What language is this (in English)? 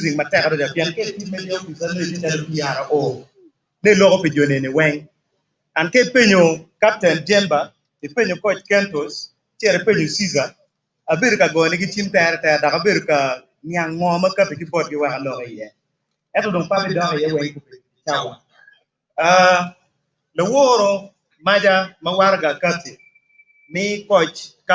Acoli